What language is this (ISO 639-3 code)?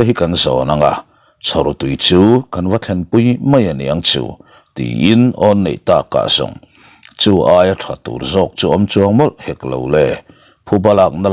lus